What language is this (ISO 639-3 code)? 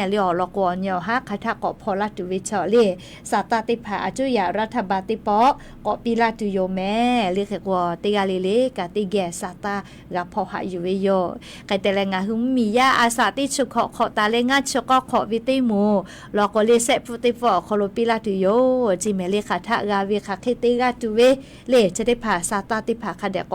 lhu